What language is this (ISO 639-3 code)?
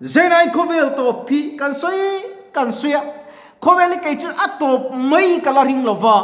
lus